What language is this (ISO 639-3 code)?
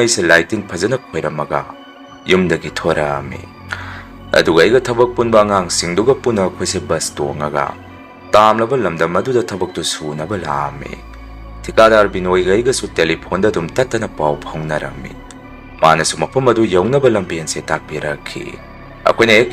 mni